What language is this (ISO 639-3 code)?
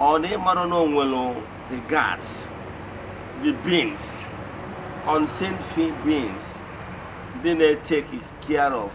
ibo